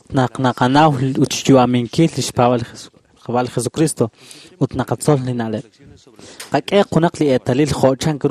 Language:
Kekchí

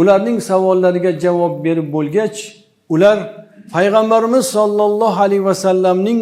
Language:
Uzbek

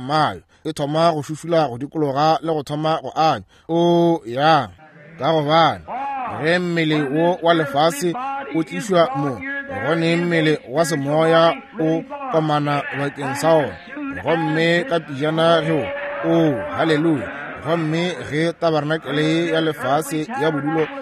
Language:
Northern Sotho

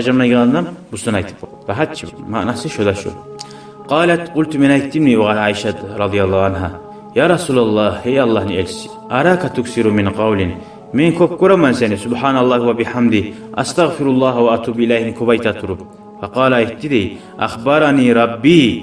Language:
Kumyk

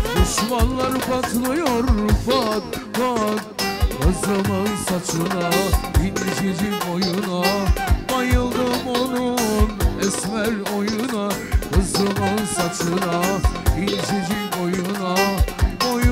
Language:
Turkish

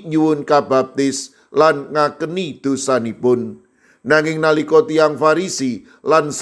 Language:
Javanese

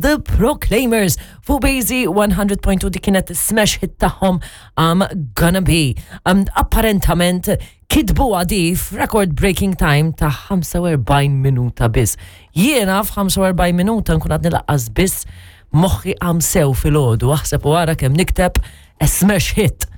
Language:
Maltese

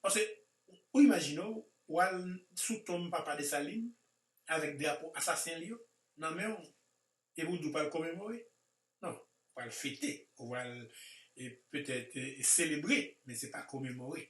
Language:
Haitian Creole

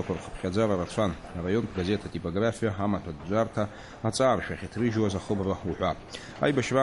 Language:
Abkhazian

